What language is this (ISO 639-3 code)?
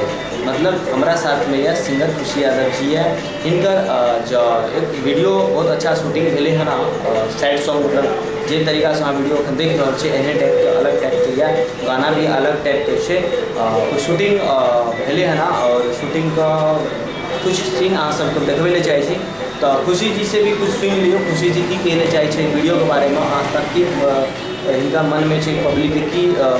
mai